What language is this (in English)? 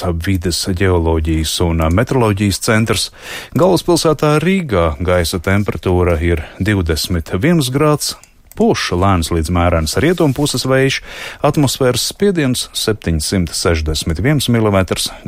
Latvian